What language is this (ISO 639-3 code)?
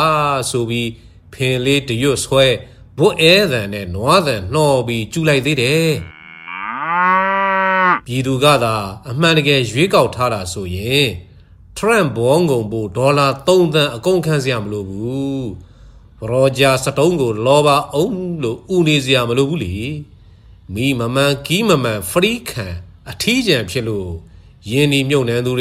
mya